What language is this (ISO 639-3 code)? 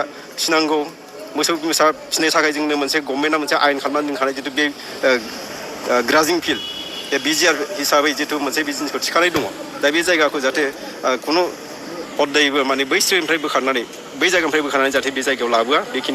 brx